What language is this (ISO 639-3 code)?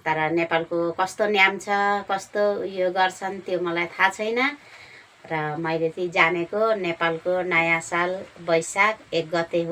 nep